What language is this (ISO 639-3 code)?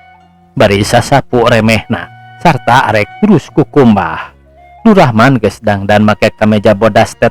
sun